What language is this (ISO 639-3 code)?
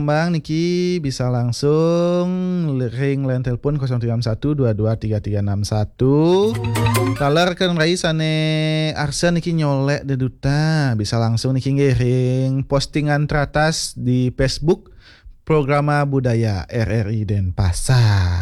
ban